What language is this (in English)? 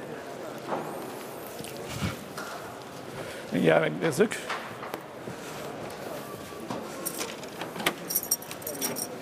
Hungarian